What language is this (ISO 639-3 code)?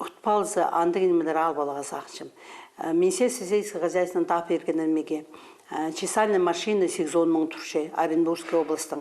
kjh